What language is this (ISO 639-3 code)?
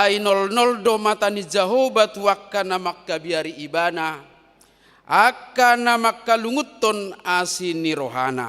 bbc